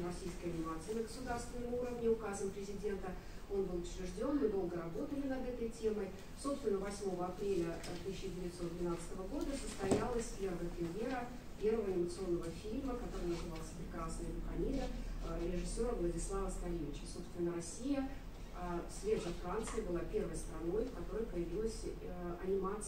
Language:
Russian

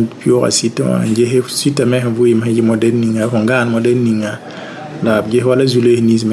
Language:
Mossi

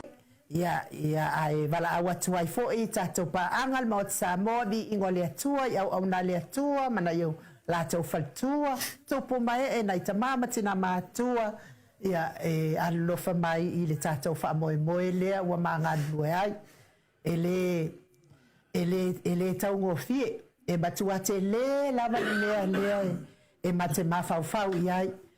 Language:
Samoan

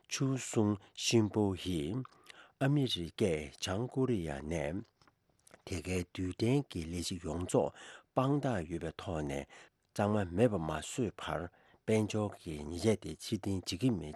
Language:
Tibetan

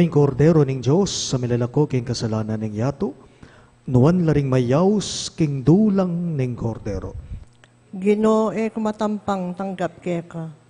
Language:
Pampanga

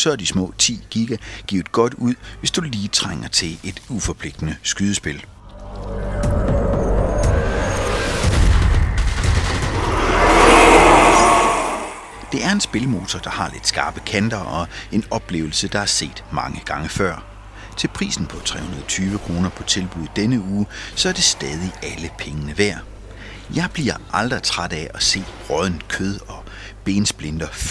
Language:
Danish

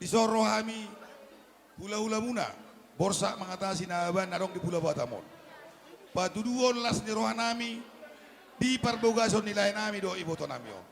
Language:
Batak Toba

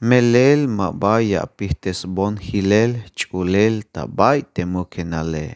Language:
Tzeltal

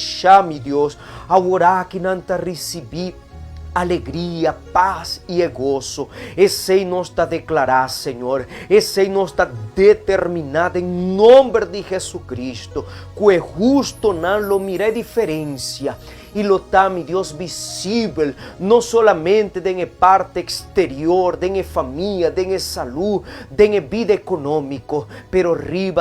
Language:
Papiamento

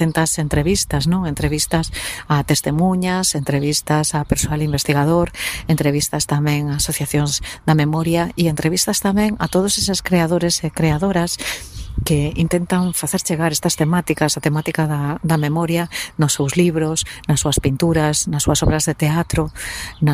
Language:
Galician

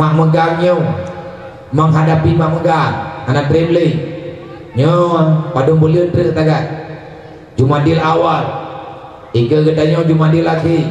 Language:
Achinese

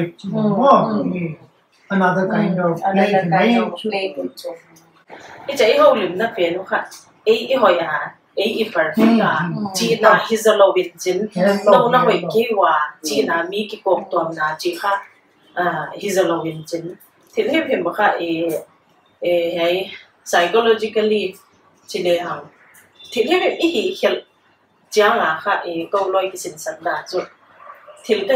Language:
Paite Chin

